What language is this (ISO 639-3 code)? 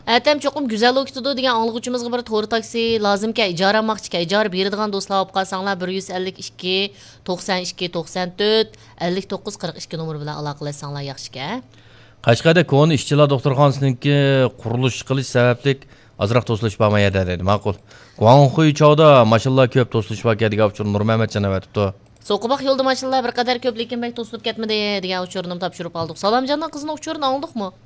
uig